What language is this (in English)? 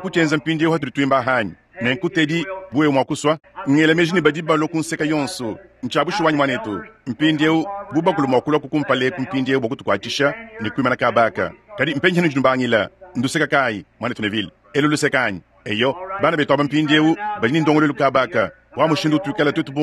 Luba-Lulua